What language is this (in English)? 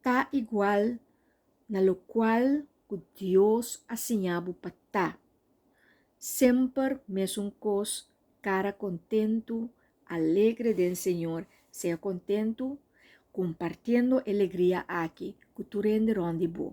Papiamento